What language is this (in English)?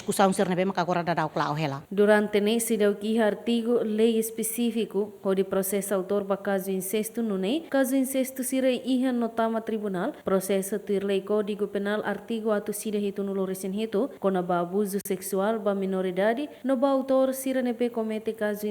Tetum